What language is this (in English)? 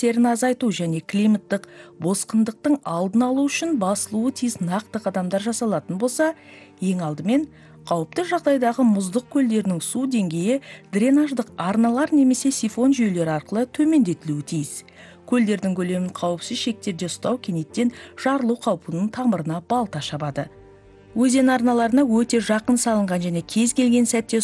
Kazakh